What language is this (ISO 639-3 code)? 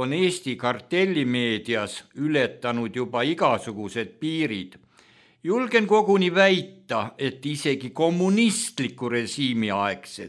est